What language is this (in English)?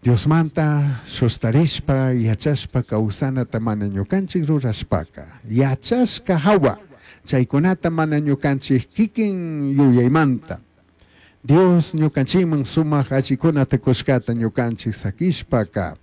Chimborazo Highland Quichua